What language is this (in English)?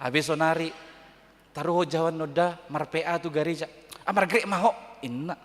Batak Toba